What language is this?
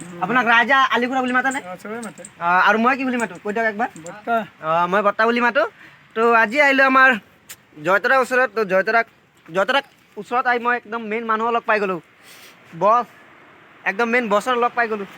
Assamese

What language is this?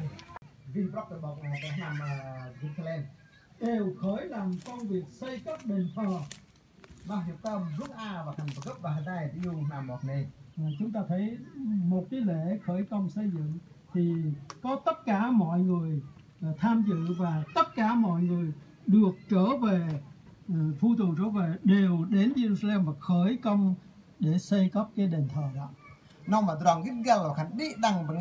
Vietnamese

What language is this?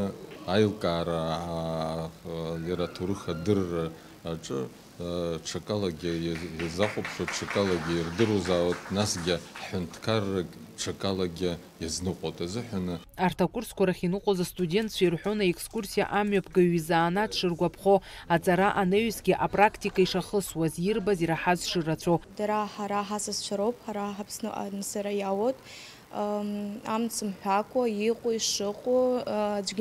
Abkhazian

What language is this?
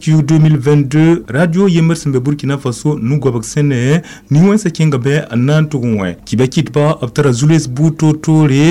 Mossi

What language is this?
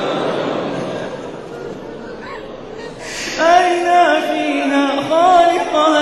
Arabic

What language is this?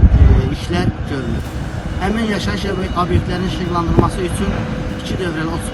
Azerbaijani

